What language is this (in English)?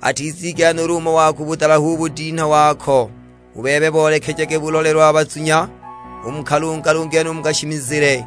Sukuma